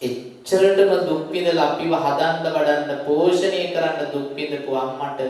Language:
Sinhala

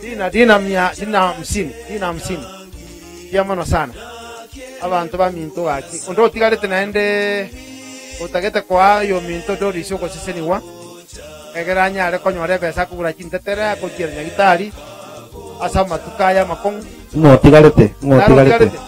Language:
Gusii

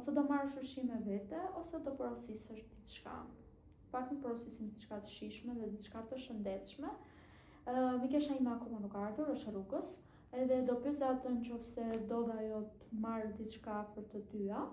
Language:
Albanian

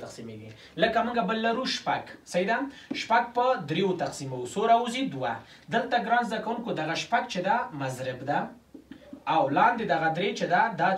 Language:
Pashto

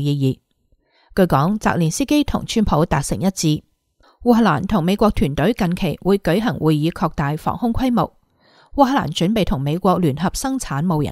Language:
Cantonese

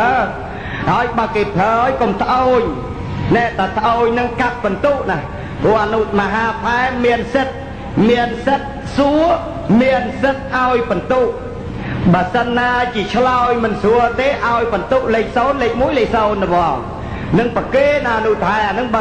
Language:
Khmer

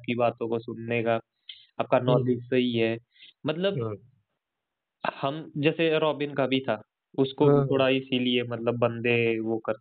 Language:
Hindi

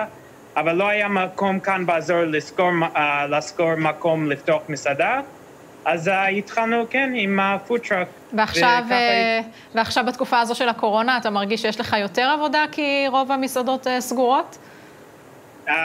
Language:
Hebrew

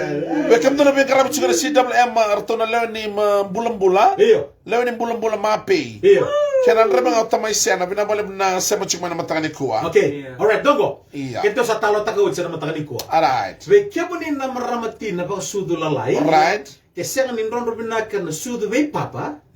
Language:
Fijian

